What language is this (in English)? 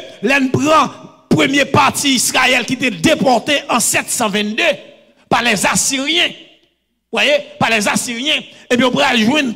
French